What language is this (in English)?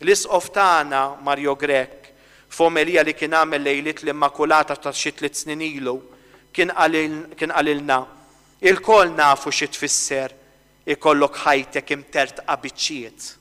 Maltese